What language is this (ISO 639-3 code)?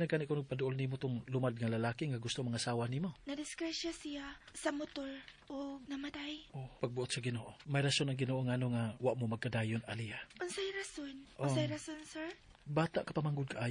ceb